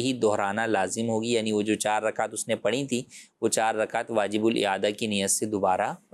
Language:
Urdu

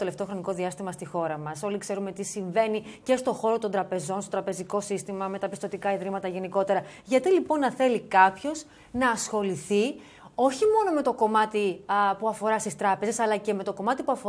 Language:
Greek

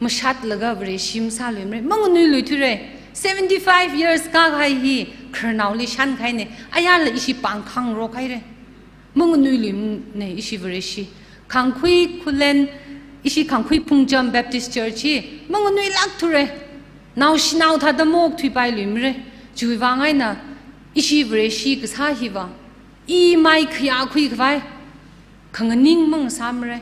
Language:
Tangkhul Naga (India)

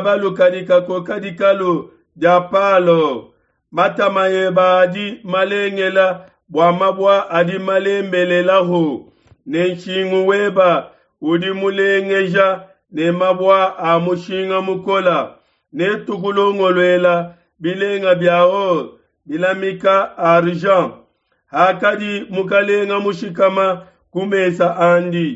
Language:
Luba-Lulua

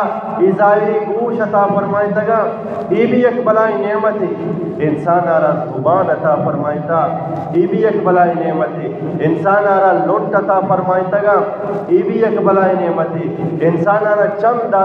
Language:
Eastern Balochi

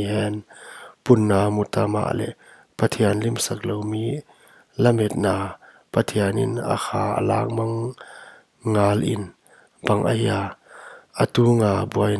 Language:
Paite Chin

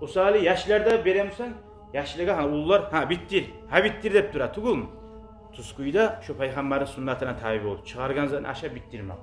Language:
Kumyk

